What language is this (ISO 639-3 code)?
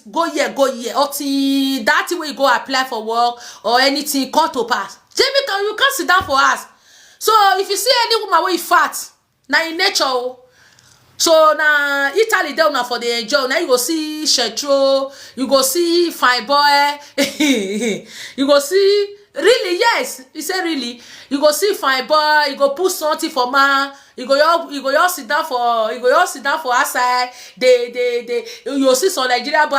pcm